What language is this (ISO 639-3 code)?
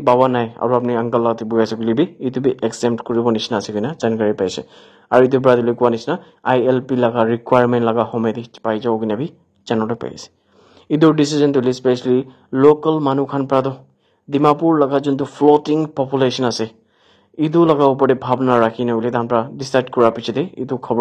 nag